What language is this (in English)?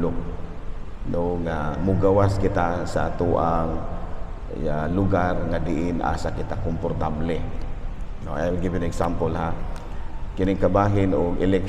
Cebuano